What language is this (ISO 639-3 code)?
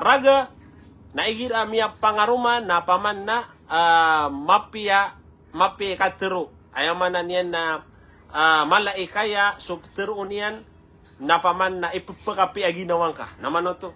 mrw